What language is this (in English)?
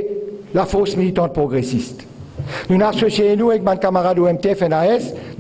Morisyen